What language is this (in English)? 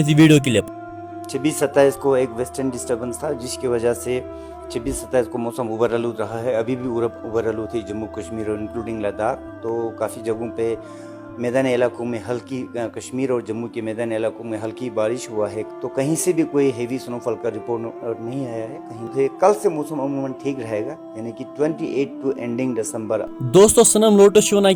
Kashmiri